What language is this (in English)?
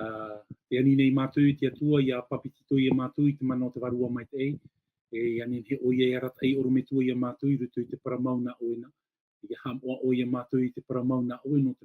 Tahitian